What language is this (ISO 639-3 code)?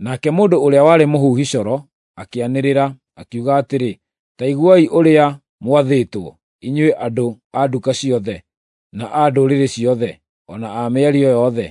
kik